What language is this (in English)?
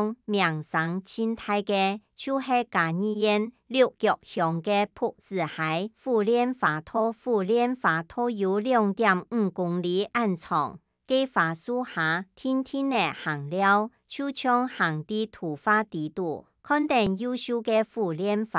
Hakka Chinese